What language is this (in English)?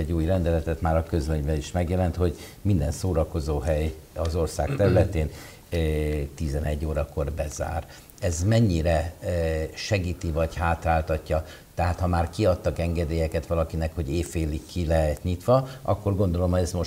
Hungarian